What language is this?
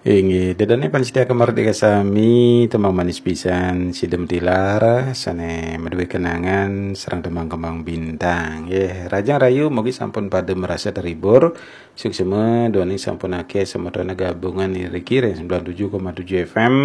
Balinese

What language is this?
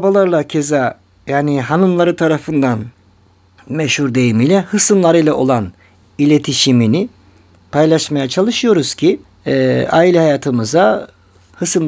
Turkish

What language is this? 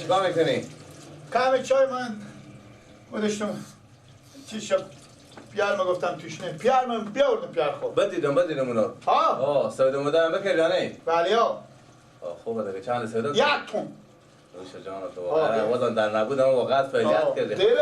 Persian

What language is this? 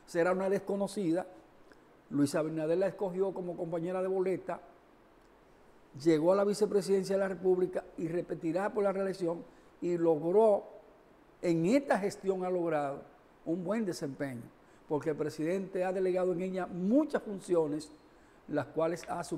Spanish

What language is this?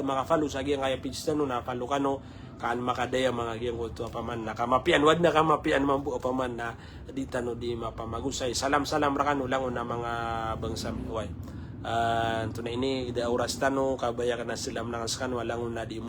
Maranao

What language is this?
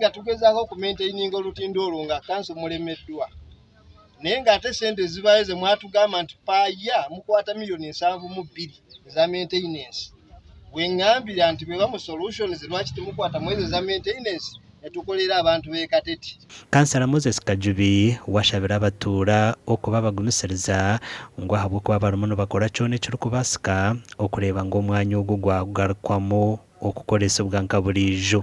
Nyankole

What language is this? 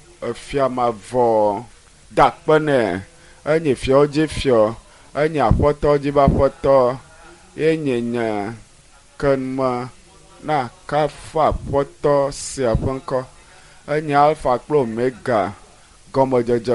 Ewe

